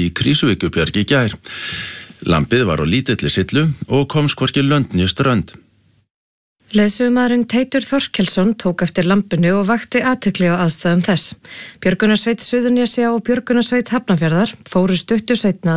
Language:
Icelandic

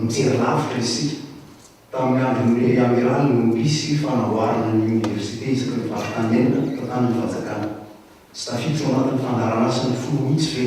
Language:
Malagasy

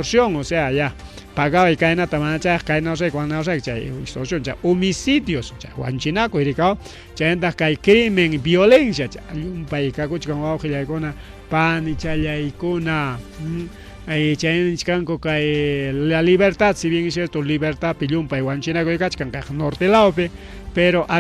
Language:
Ayacucho Quechua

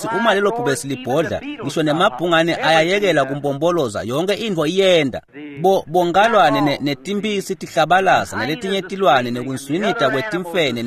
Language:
Swati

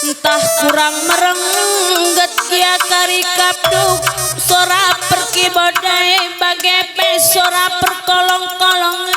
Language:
Batak Karo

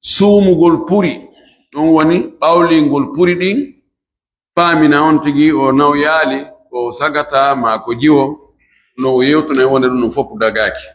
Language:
Fula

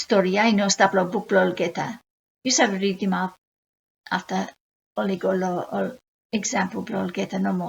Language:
Bislama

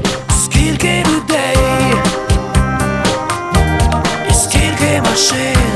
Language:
Ukrainian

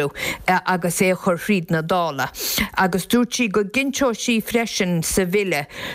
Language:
Irish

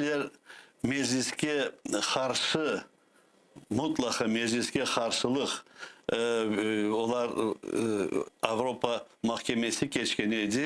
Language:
Crimean Tatar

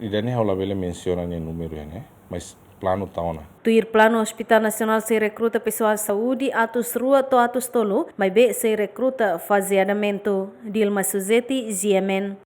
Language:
Tetum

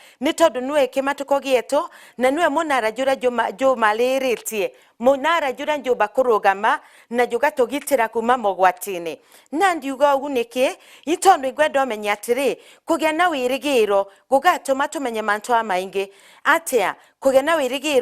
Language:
Meru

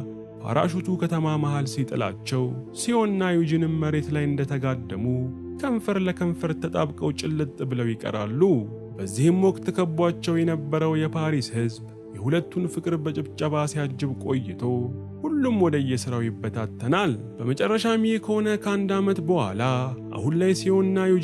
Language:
Amharic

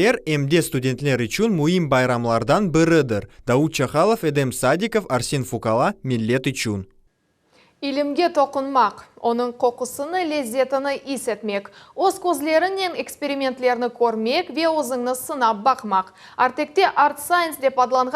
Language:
Crimean Tatar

